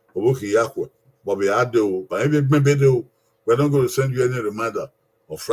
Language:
Bini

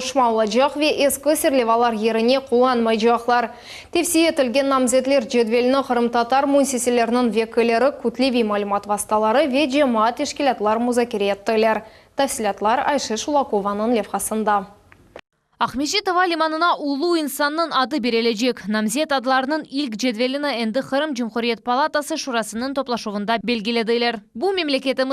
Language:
Crimean Tatar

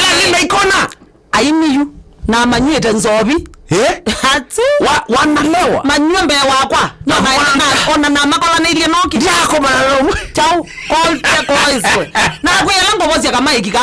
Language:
Kamba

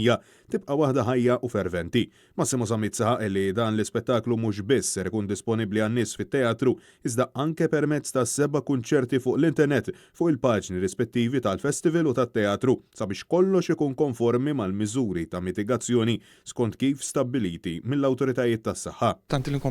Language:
Maltese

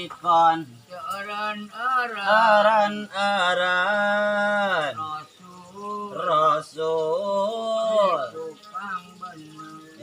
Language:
Sundanese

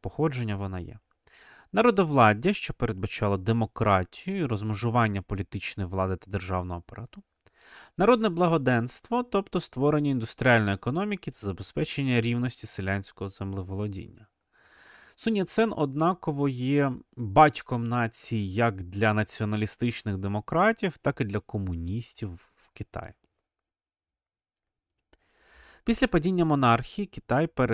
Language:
Ukrainian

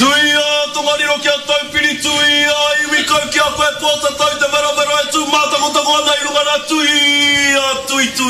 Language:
Māori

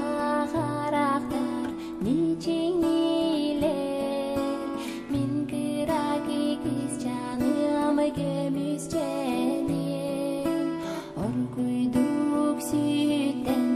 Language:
Yakut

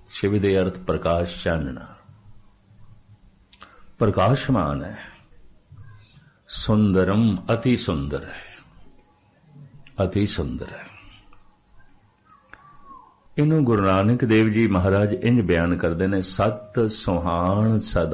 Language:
Punjabi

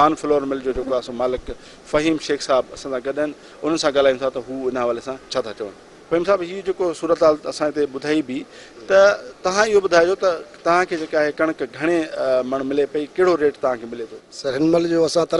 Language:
Sindhi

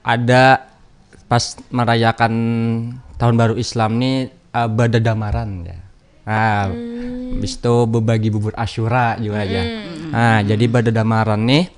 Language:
Banjar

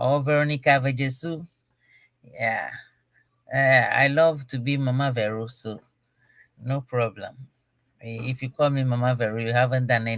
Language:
Ewe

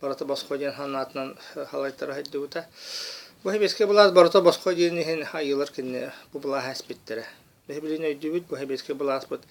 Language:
Yakut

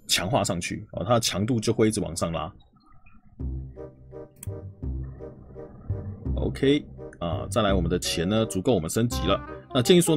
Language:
Chinese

